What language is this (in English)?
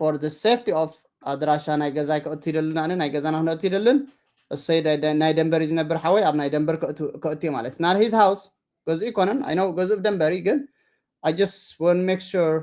Tigrinya